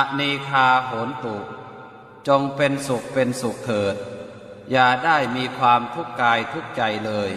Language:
Pali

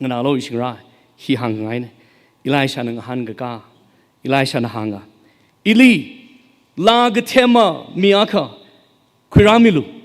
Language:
Tangkhul Naga (India)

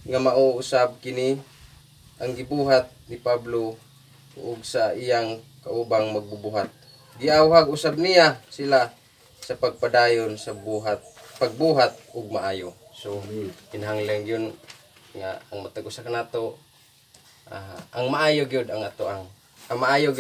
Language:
Cebuano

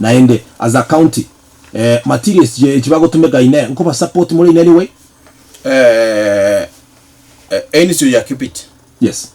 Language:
Gusii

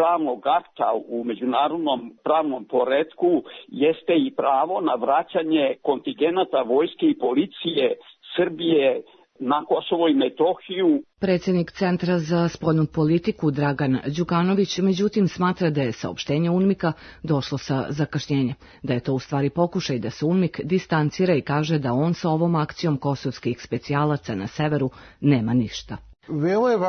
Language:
Serbian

